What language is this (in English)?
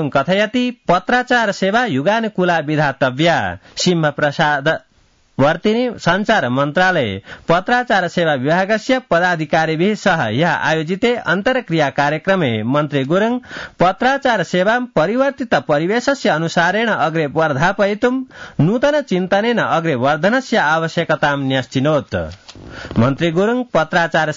Sanskrit